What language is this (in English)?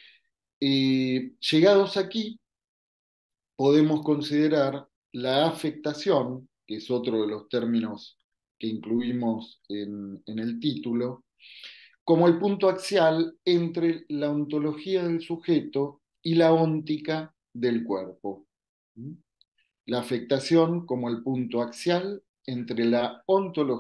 Spanish